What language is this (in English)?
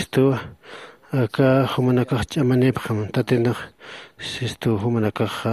Aymara